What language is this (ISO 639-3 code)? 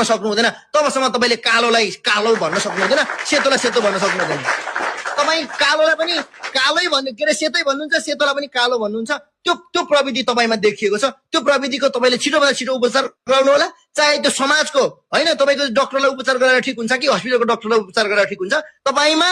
nep